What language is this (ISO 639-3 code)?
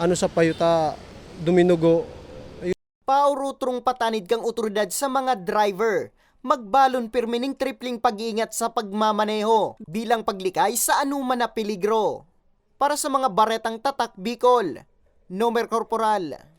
bik